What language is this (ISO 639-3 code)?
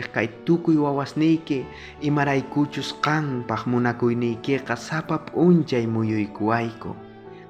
quh